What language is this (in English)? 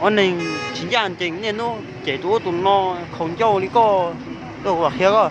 Hmong